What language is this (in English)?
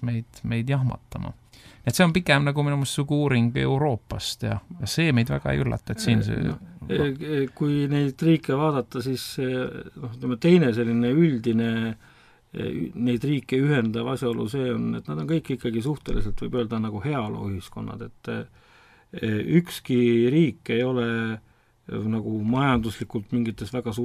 Estonian